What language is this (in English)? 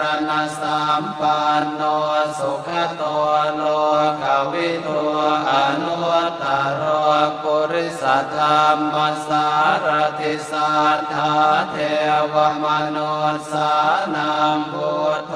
Pali